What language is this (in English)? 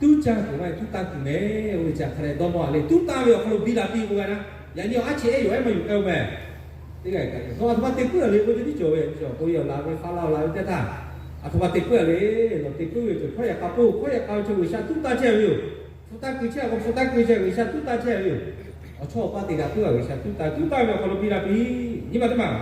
Lahu